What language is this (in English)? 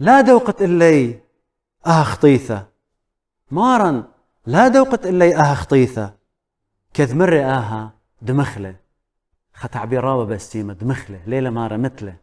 Assyrian Neo-Aramaic